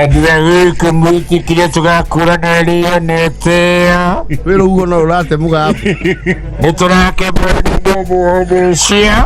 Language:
Kikuyu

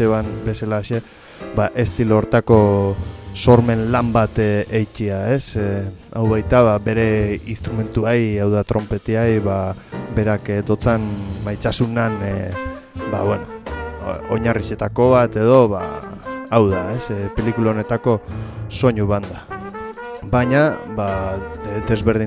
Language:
Basque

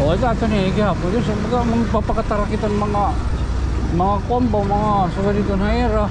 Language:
Waray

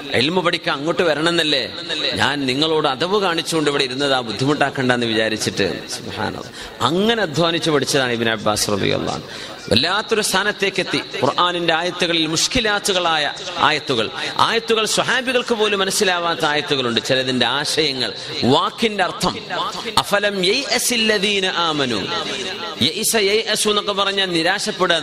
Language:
Malayalam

